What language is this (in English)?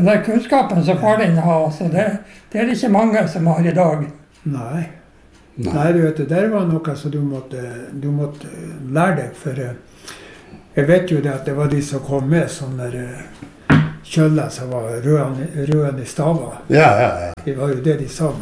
Norwegian